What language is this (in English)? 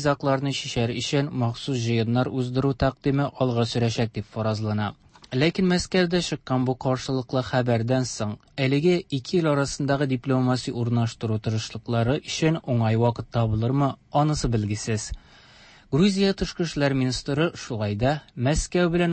Tatar